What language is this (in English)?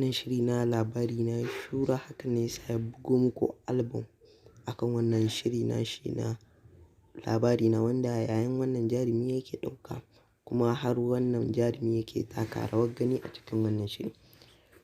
Hausa